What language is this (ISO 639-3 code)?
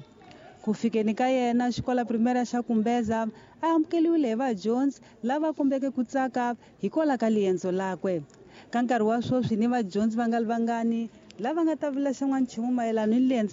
tso